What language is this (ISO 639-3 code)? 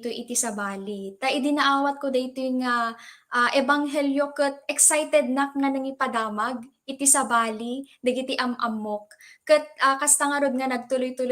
ilo